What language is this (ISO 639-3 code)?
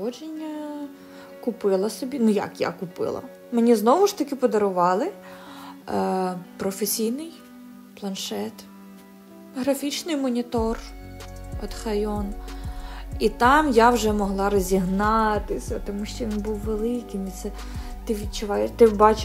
ukr